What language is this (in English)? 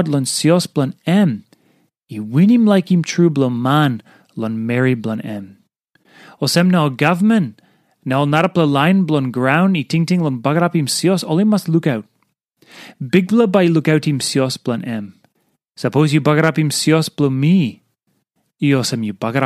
Tok Pisin